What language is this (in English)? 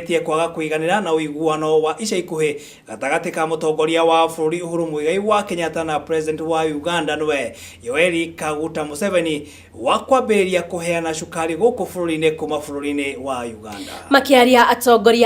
Kikuyu